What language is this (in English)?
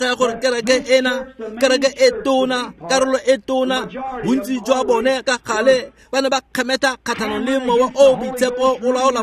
Tswana